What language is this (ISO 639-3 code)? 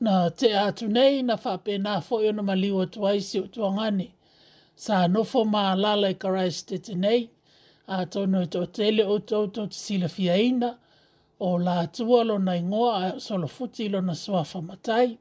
smo